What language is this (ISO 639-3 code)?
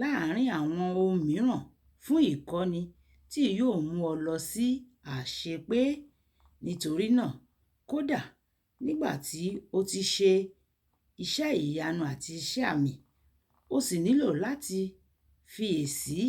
yor